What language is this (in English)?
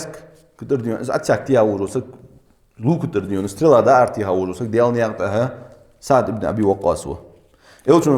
Ingush